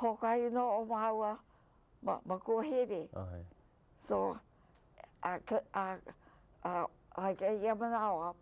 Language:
Hawaiian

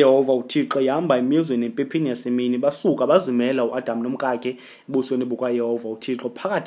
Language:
Xhosa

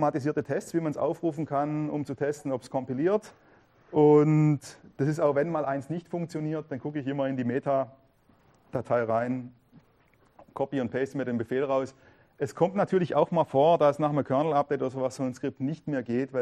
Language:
German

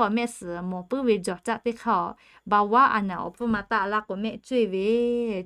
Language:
Lahu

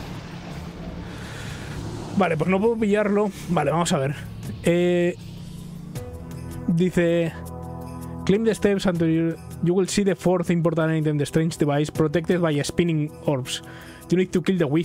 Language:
Spanish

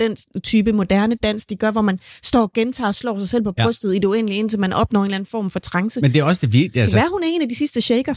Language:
Danish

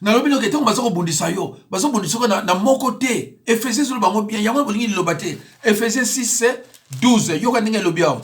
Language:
Lingala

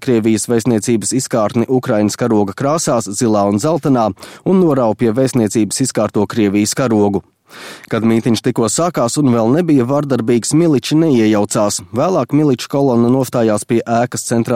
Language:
Latvian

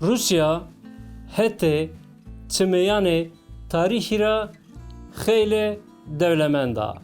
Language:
Zaza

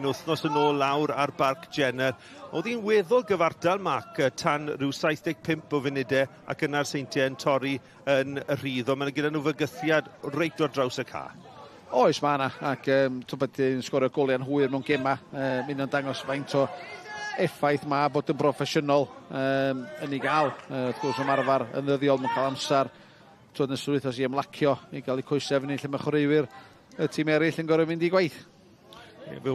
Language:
Welsh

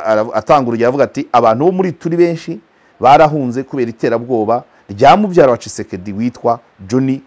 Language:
Kinyarwanda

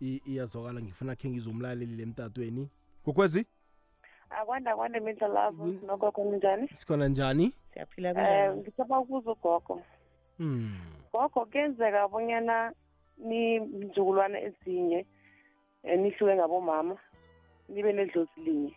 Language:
South Ndebele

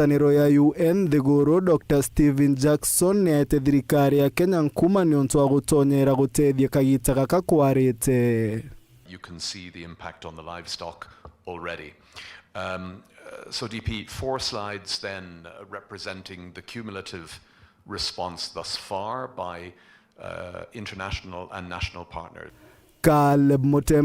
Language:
Meru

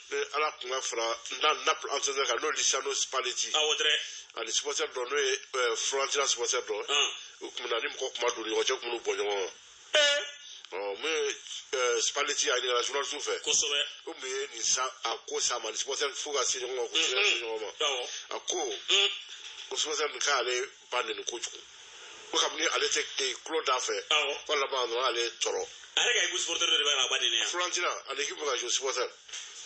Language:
Bambara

